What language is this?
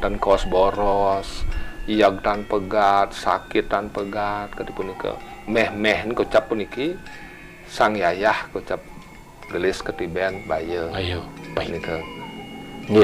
Balinese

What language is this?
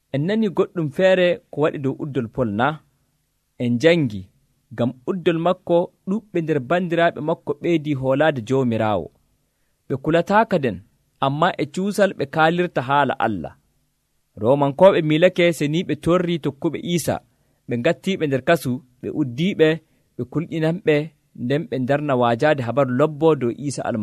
Nigerian Fulfulde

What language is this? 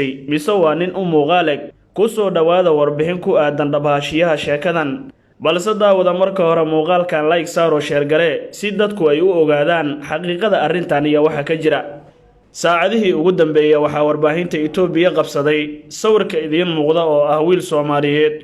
Somali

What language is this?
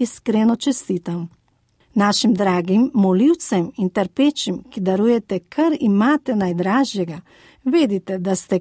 Slovenian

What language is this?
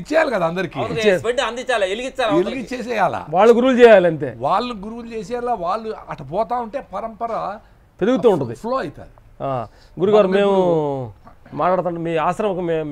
Telugu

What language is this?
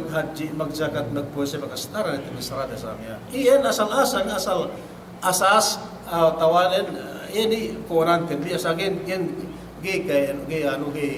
Yakan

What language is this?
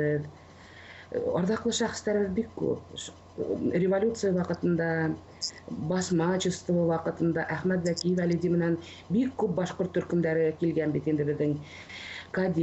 Bashkir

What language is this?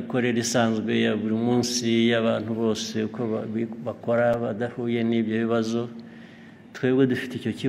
Kinyarwanda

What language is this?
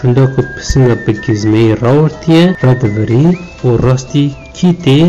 Kurdish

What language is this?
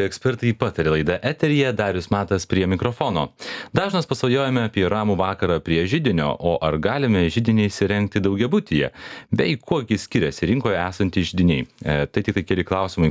Lithuanian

